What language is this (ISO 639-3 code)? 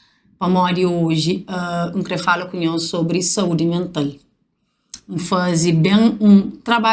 kea